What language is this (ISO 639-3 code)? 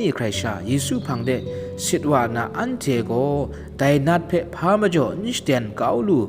kac